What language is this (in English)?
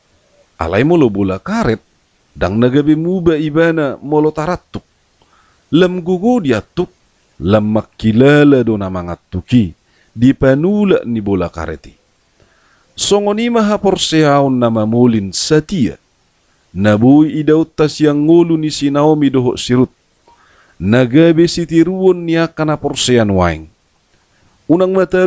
Batak Toba